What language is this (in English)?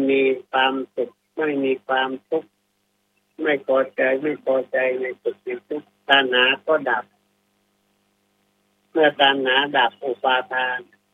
Thai